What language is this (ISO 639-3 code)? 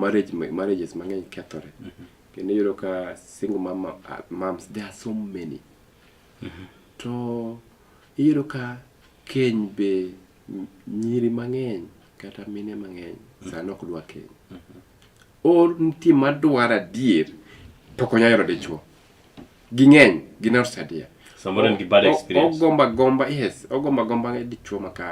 luo